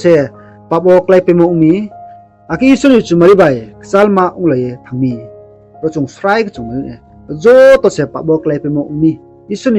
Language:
Riang (India)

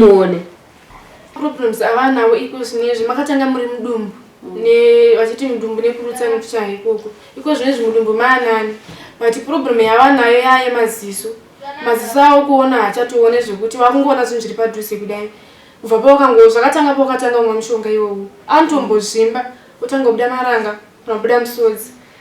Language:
Shona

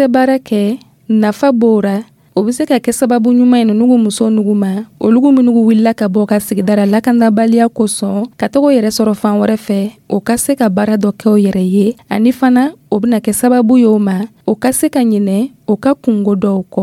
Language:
Dyula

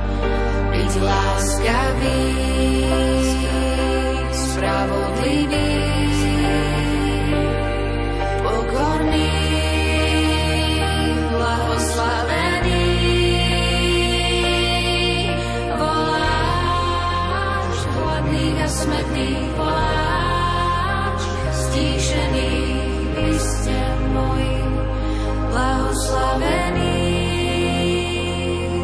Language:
Slovak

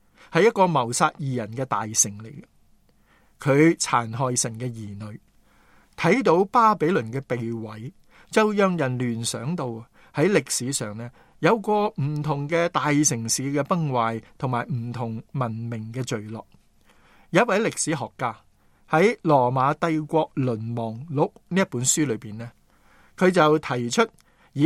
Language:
Cantonese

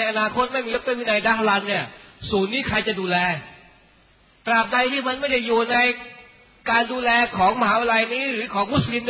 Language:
Thai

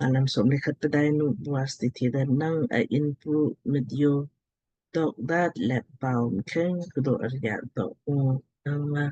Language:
Lamkang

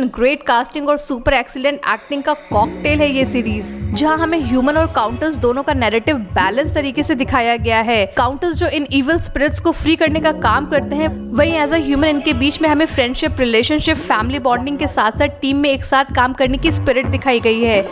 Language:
Hindi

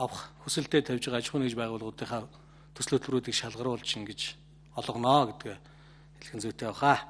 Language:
Mongolian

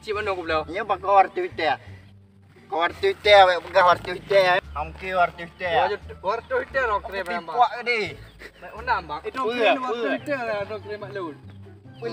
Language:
Achinese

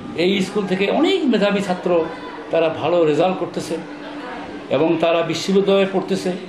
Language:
Bangla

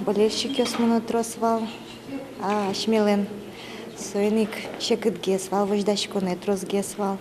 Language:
Udmurt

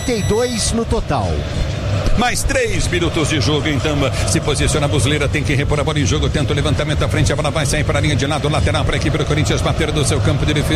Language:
Portuguese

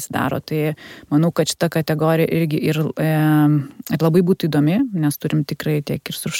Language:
Lithuanian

